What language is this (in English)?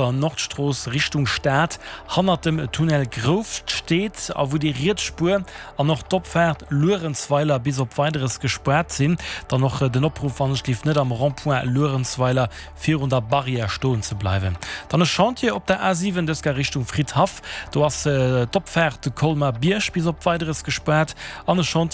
Luxembourgish